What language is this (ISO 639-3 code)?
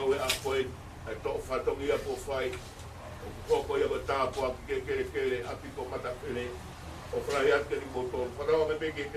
ton